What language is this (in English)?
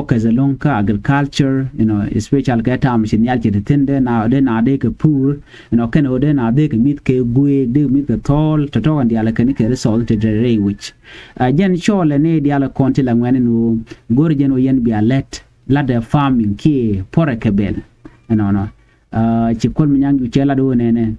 Nuer